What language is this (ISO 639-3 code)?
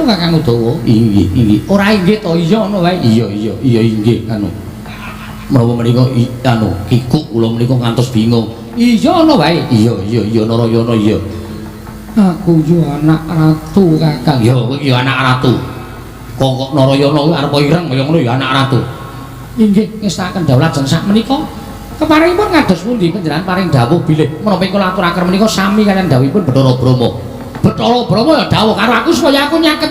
jav